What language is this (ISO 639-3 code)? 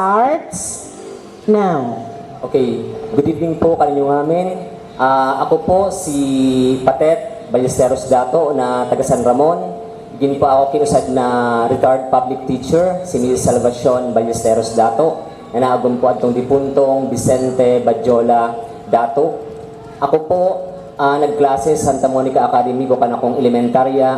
bik